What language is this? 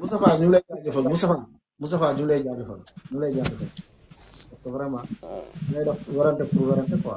Wolof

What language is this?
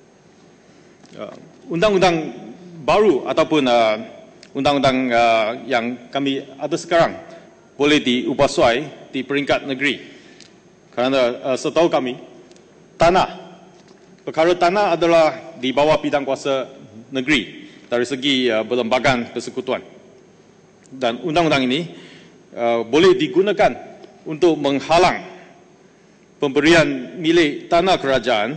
Malay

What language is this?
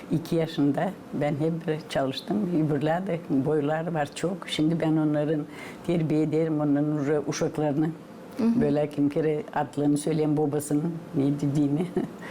Gagauz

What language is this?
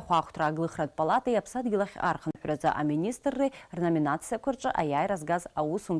Abkhazian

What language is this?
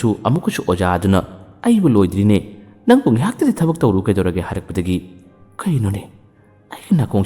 Manipuri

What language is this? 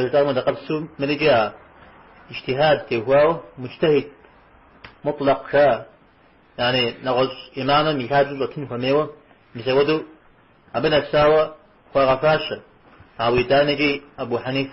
Kabardian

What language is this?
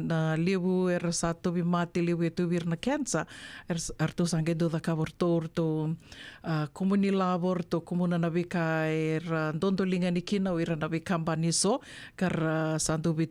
Fijian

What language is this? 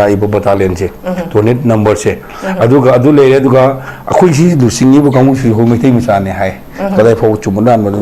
Manipuri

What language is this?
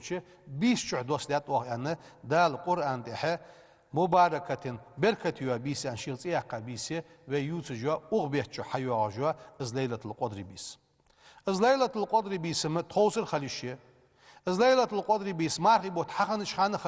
Ingush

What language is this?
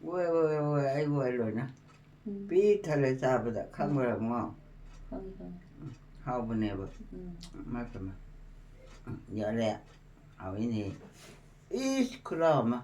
Manipuri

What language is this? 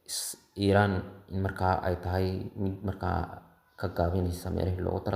Somali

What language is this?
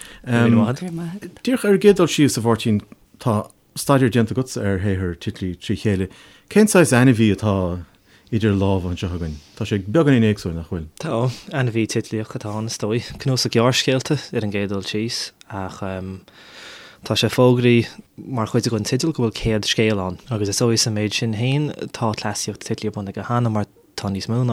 Irish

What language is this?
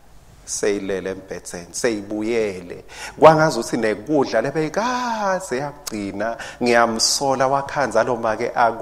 Swati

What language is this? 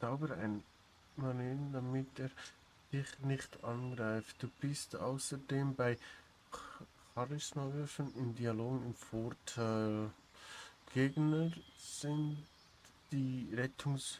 Swiss German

